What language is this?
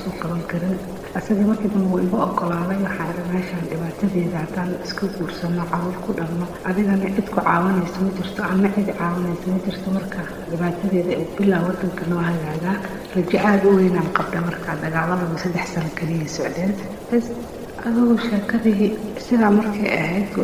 Somali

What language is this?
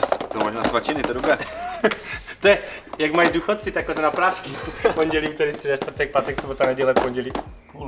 Czech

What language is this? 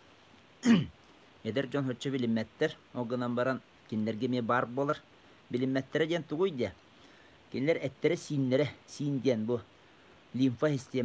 Yakut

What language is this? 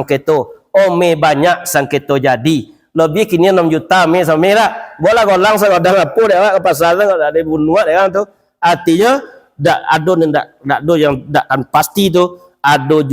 Minangkabau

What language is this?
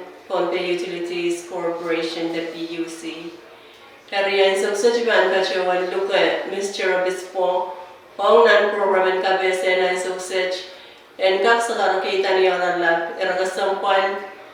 Pohnpeian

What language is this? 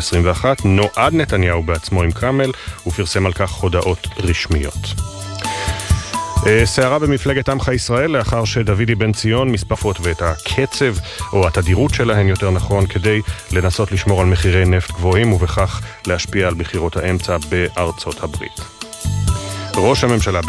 Hebrew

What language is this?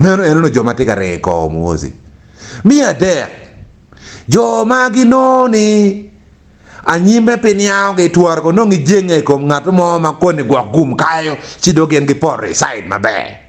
Acoli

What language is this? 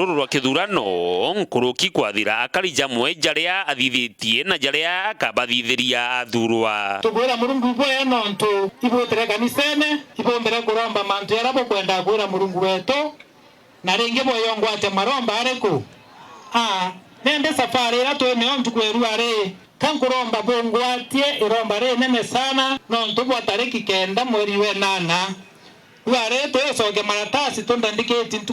Meru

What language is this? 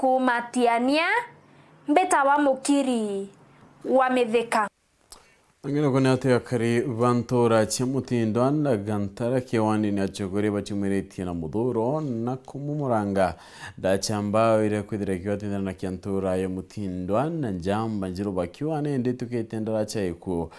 Meru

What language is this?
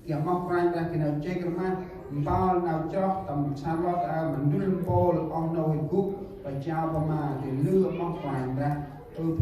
Central Mnong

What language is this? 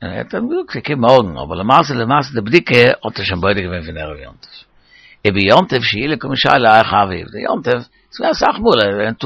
Yiddish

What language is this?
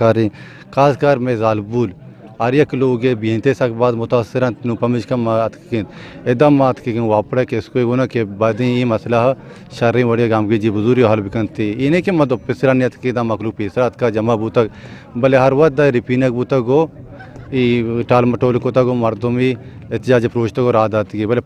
Eastern Balochi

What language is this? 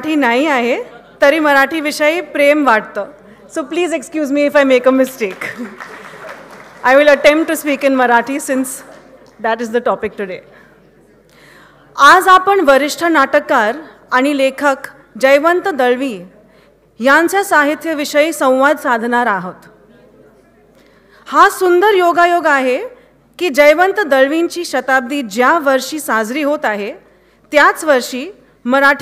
Marathi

